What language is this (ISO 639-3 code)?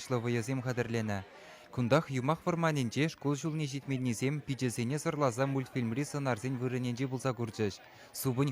chv